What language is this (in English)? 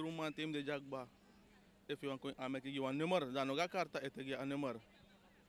Sranan Tongo